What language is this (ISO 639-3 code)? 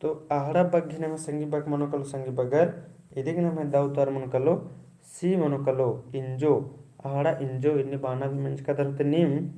kru